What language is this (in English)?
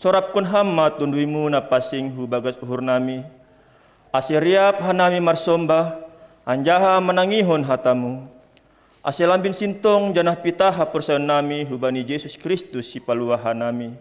Batak Simalungun